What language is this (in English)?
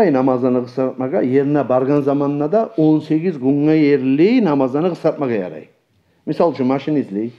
Kumyk